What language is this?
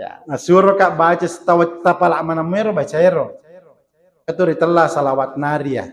Buginese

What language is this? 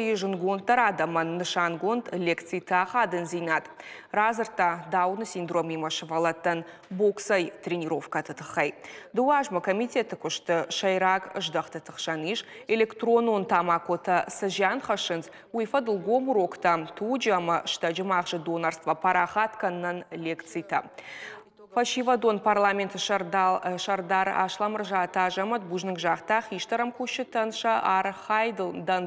Ossetic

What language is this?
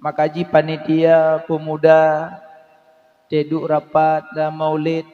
Achinese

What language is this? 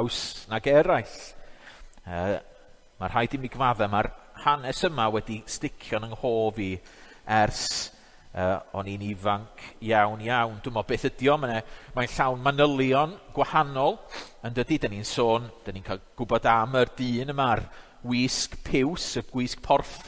Welsh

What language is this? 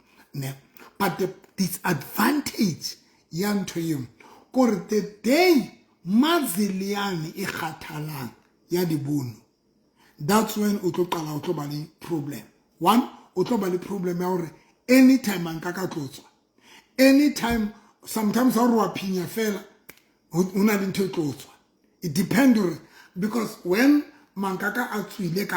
Southern Sotho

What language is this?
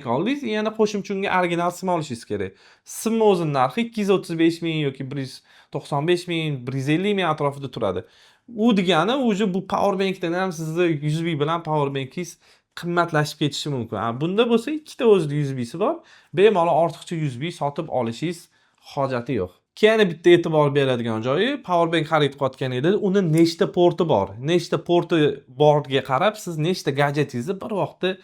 Uzbek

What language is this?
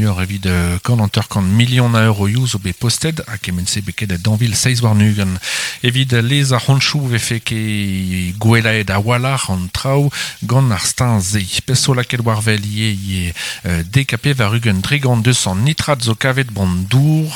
Breton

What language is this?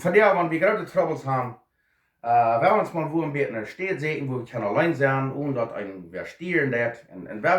Plautdietsch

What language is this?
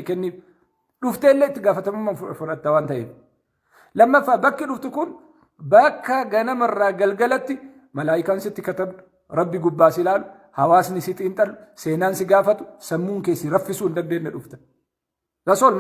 Oromo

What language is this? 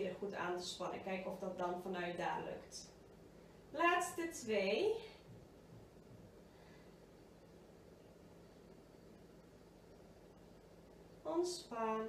Dutch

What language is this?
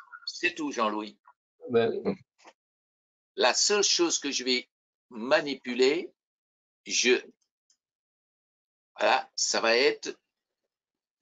French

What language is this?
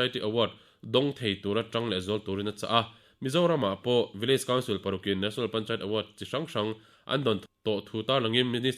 Mizo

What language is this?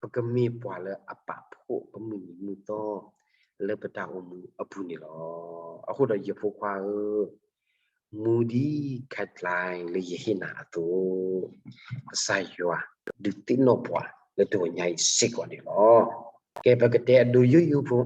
S'gaw Karen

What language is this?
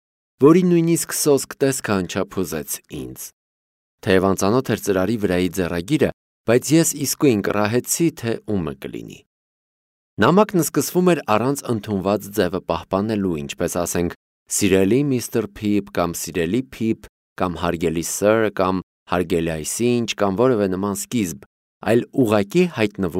Armenian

